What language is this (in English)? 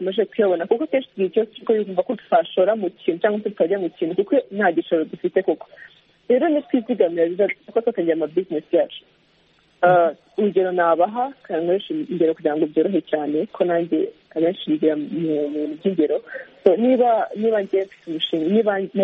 Kinyarwanda